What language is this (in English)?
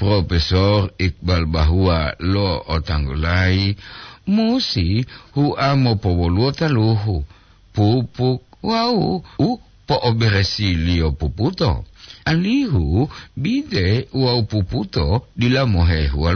Gorontalo